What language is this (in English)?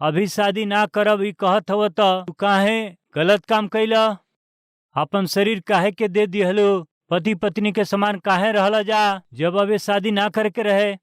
Bhojpuri